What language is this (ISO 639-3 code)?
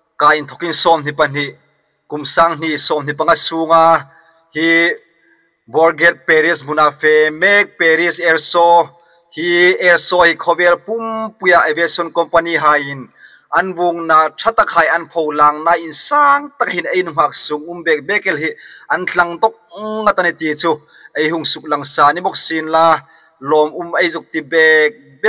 hmr